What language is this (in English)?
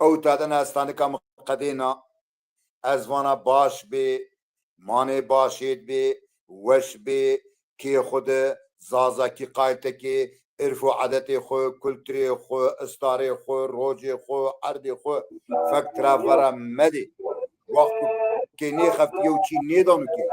Zaza